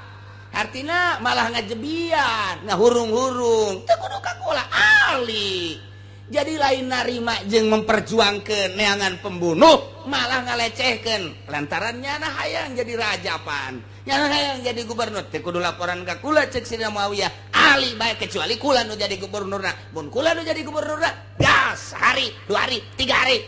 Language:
Sundanese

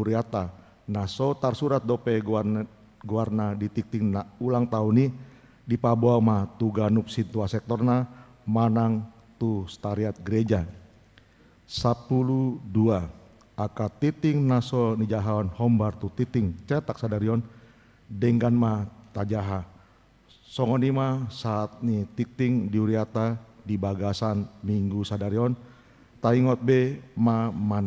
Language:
Batak Toba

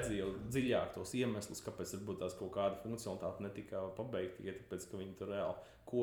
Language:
Latvian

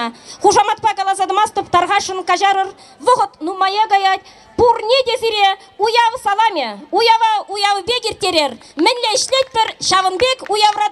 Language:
Chuvash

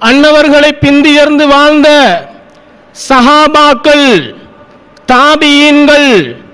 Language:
Tamil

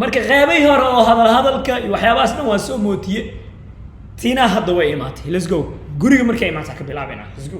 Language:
Somali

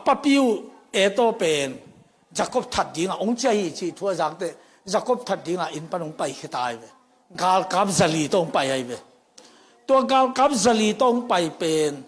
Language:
Tedim Chin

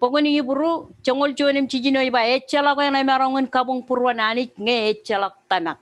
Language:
Marshallese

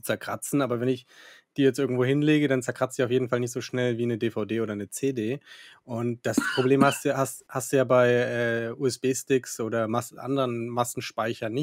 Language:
German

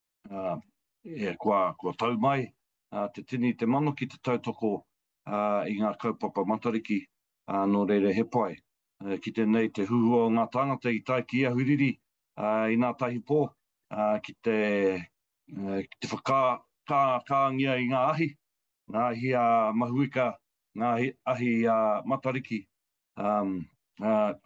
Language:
Māori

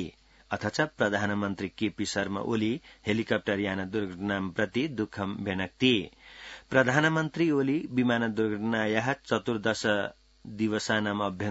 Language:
Sanskrit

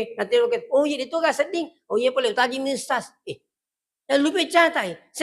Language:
Buginese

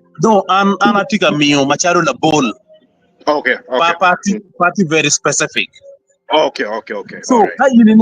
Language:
Acoli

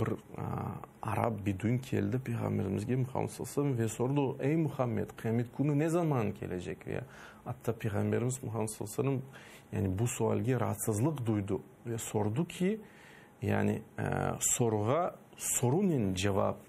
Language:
Crimean Tatar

